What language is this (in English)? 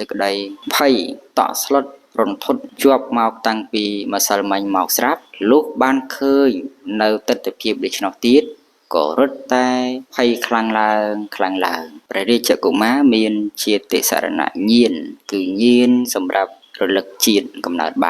Khmer